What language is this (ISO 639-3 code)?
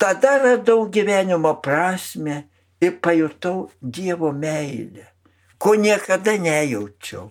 lit